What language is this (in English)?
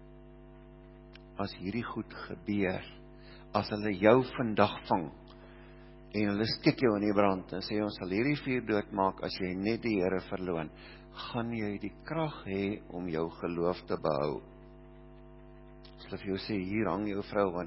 Afrikaans